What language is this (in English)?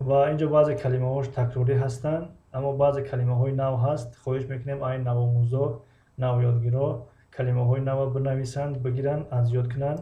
Tajik